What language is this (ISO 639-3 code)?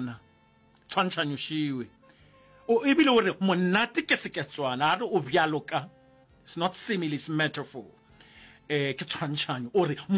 nso